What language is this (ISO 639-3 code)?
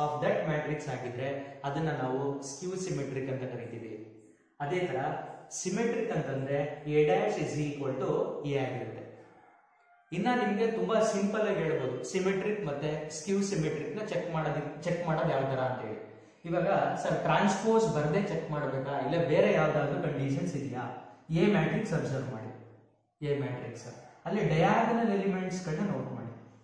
kan